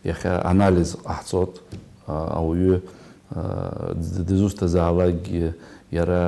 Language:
Abkhazian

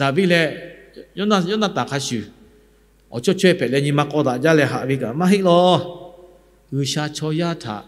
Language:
Lahu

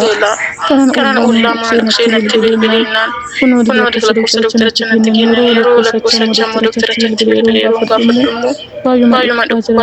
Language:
Oromo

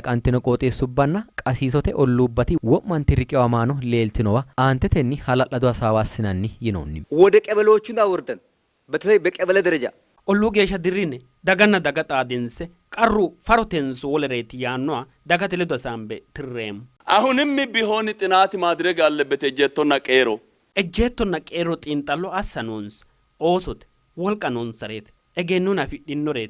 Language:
Sidamo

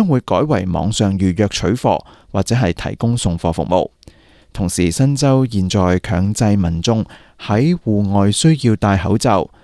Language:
Cantonese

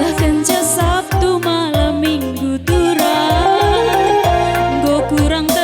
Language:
Batak Karo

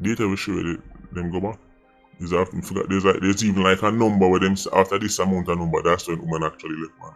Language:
Jamaican Creole English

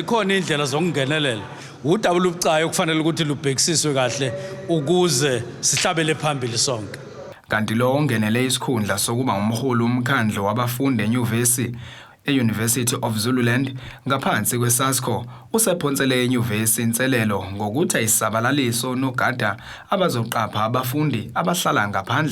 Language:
Zulu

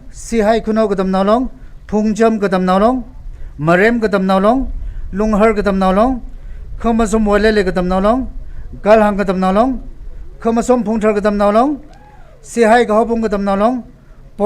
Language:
Tangkhul Naga (India)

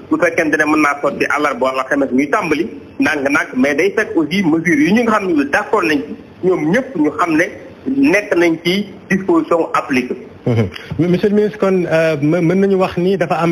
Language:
Wolof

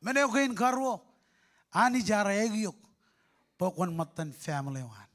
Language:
Marshallese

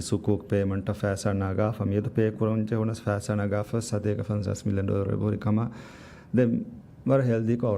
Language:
Divehi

